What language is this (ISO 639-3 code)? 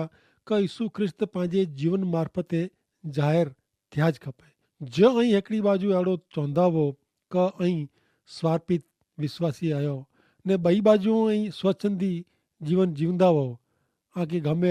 kfr